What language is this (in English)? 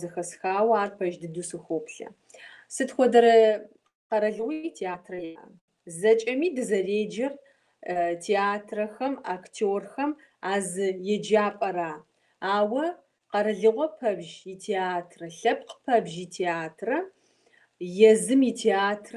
Kabardian